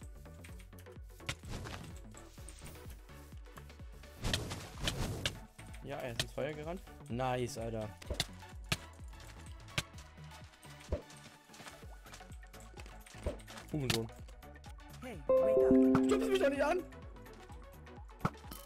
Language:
German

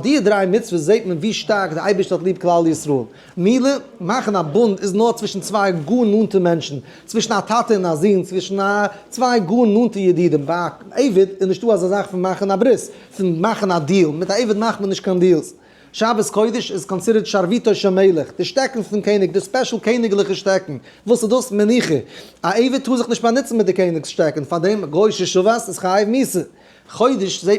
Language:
Yiddish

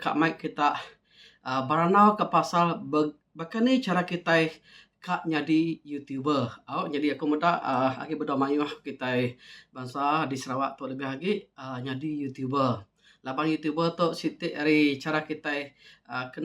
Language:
Iban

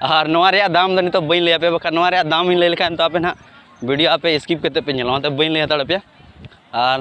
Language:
Santali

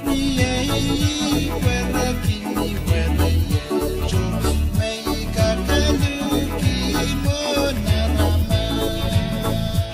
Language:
Pohnpeian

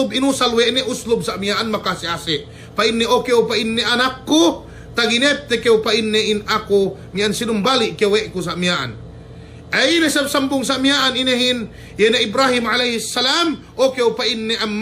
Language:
Yakan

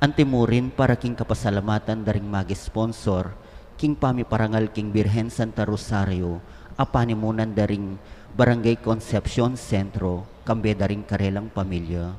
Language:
Pampanga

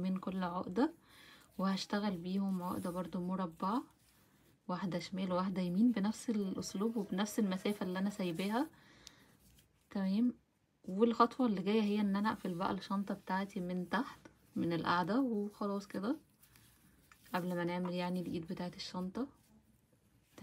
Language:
Egyptian Arabic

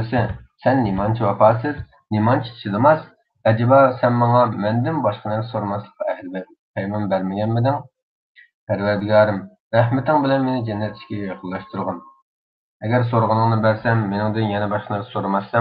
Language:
Uyghur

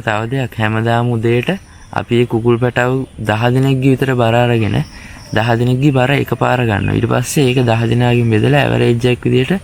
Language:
Sinhala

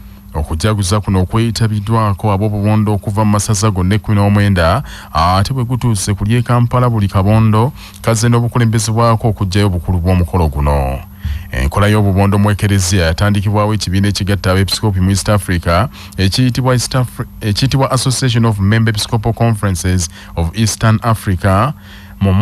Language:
Ganda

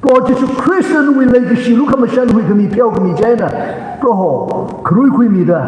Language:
Tangkhul Naga (India)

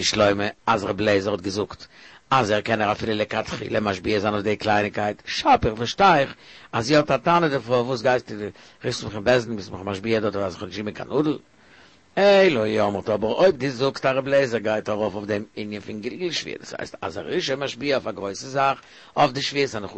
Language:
Yiddish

